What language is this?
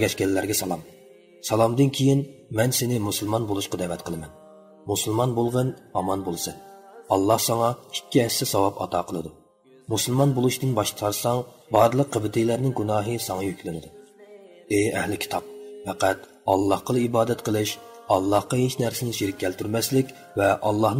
Uyghur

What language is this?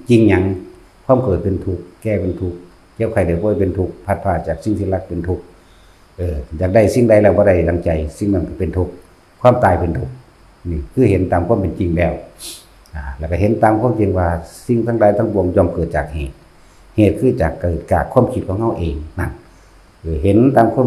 Northeastern Thai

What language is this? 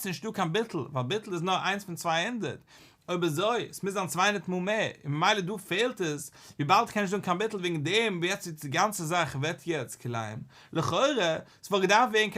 Yiddish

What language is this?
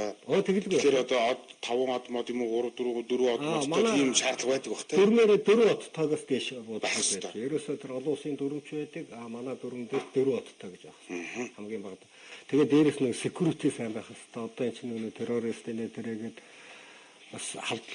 Mongolian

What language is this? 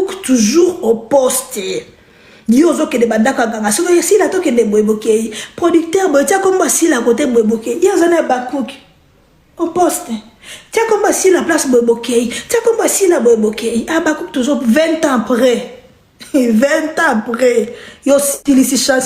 Lingala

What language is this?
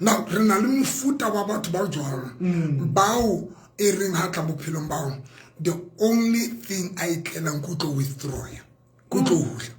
Southern Sotho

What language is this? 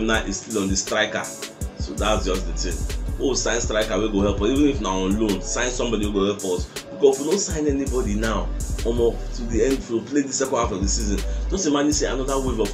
Nigerian Pidgin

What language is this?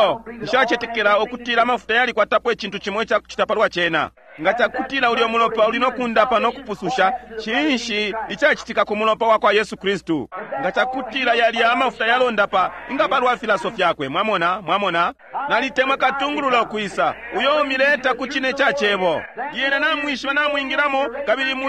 Bemba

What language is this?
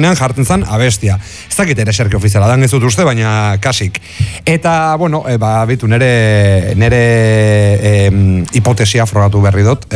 Basque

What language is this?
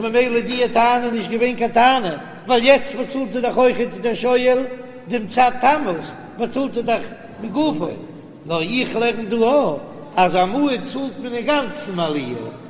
Yiddish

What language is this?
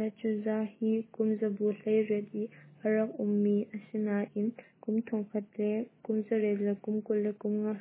Hakha Chin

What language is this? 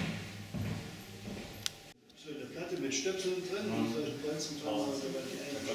German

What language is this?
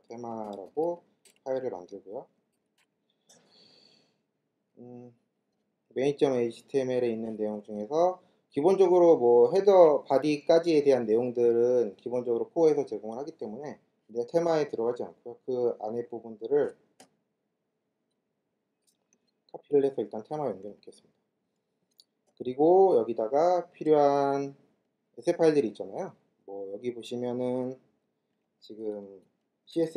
Korean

